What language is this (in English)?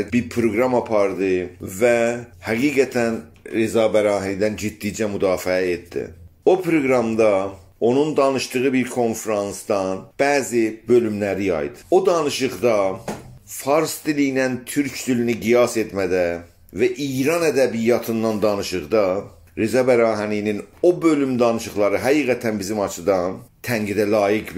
South Azerbaijani